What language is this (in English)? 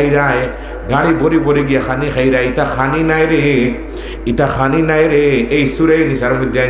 Sylheti